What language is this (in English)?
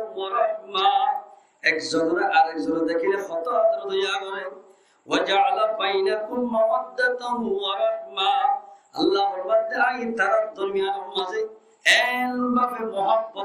Rohingya